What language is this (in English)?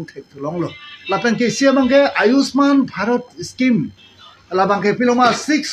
Karbi